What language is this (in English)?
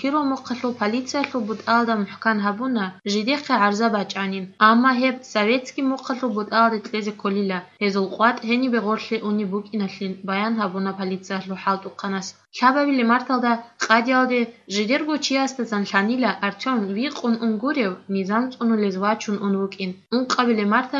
Avaric